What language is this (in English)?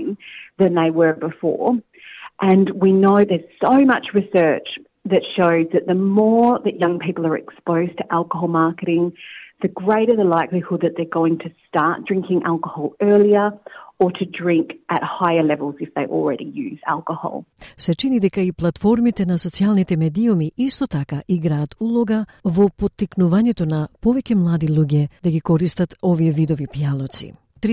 Macedonian